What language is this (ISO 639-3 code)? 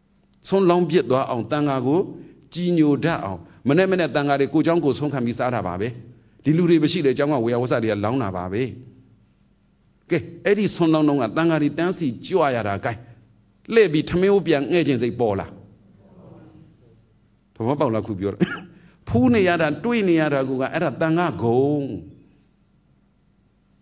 mya